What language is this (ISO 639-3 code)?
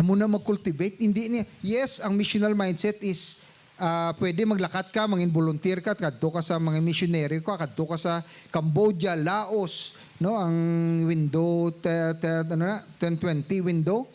hil